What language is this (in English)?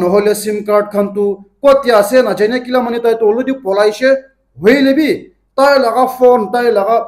Naga Pidgin